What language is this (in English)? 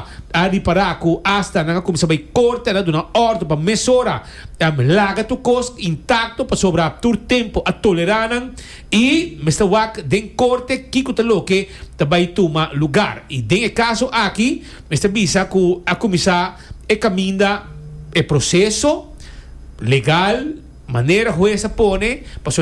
Papiamento